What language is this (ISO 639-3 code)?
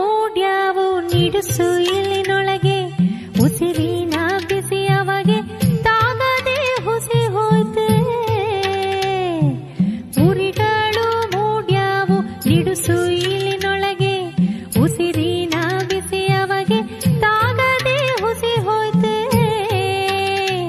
kan